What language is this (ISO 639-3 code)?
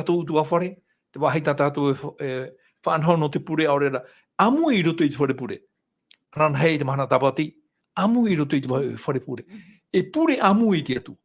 tah